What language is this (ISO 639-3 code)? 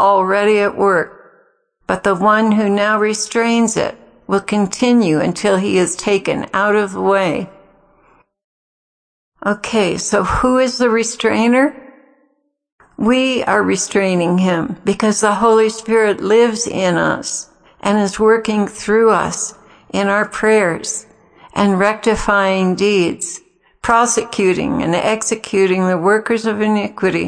eng